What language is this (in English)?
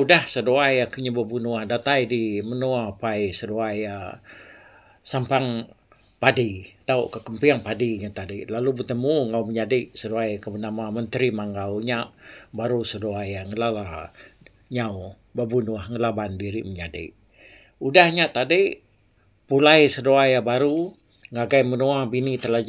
Iban